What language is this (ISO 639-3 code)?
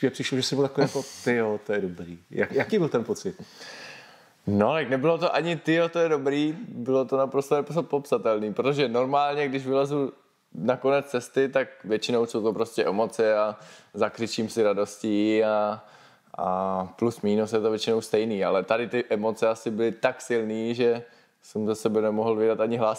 ces